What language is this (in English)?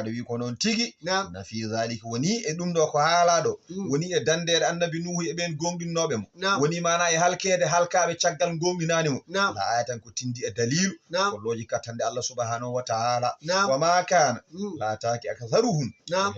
Fula